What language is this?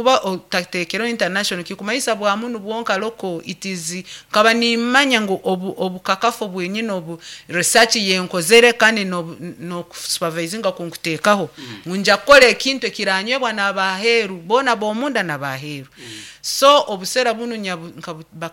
Nyoro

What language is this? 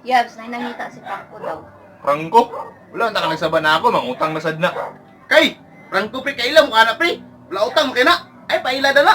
Cebuano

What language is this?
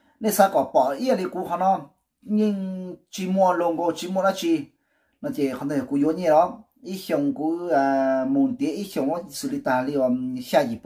Hmong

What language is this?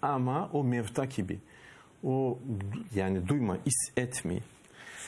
Crimean Tatar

